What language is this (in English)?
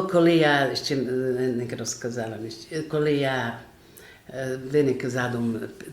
Rusyn